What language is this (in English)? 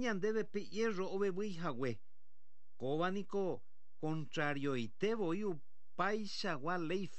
Guarani